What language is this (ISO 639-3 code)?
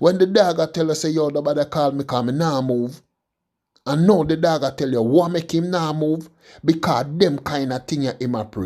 jam